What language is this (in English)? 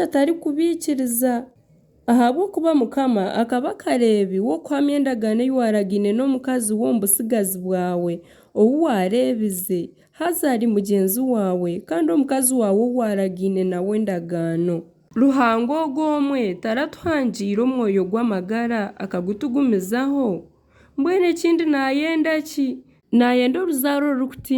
Nyankole